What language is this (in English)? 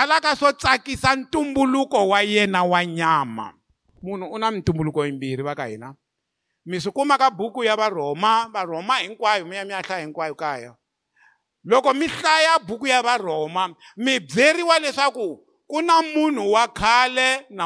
Tsonga